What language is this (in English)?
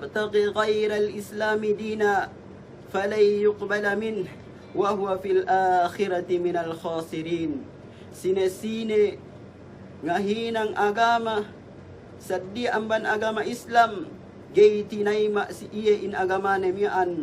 Yakan